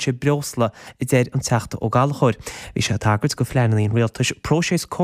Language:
Irish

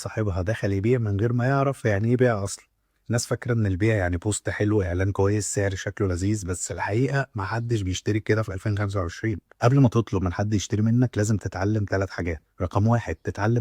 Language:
Egyptian Arabic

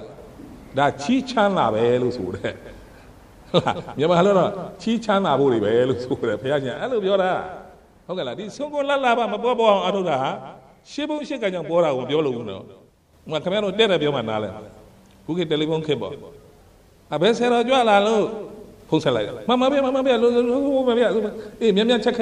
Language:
Burmese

